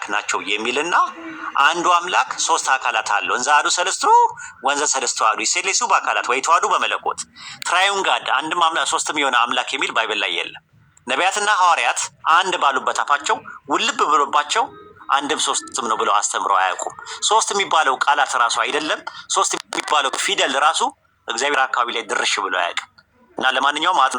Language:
Amharic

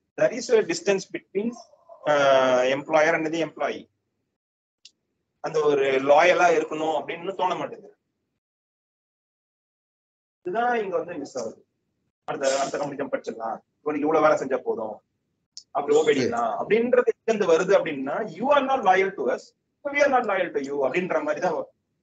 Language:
Tamil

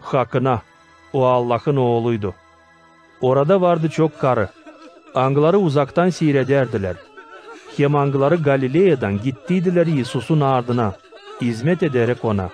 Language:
Gagauz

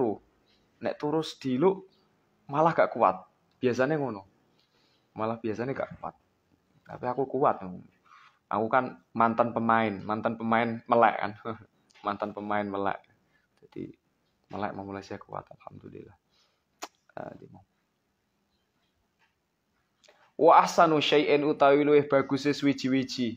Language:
Javanese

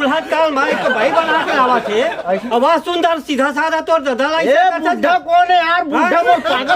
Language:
Chhattisgarhi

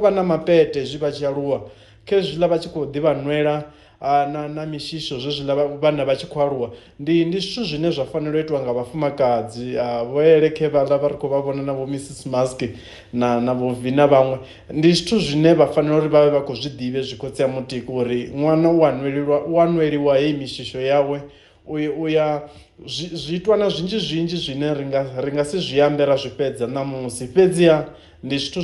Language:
Venda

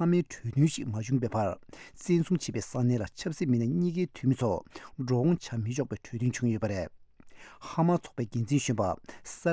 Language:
Tibetan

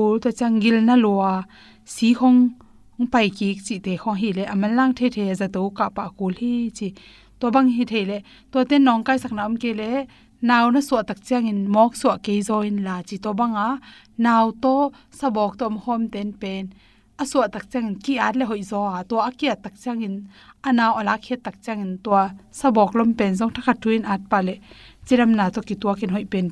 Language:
Tedim Chin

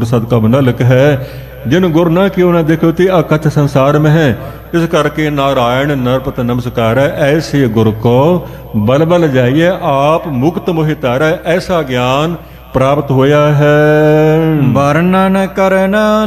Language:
Punjabi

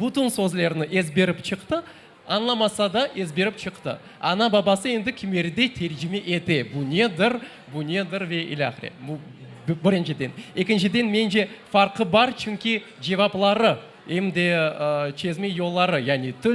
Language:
Crimean Tatar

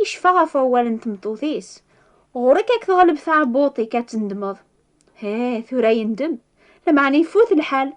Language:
Kabyle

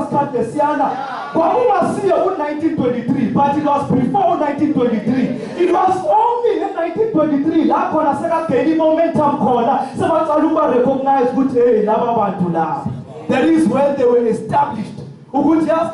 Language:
Zulu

